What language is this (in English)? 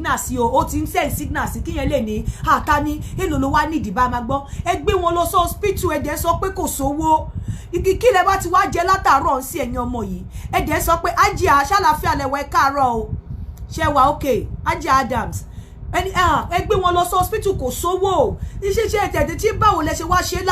Yoruba